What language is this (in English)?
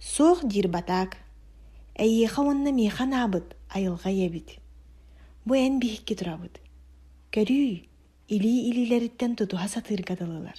Yakut